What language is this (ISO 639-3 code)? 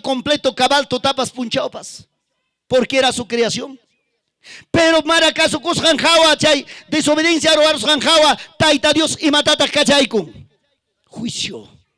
quy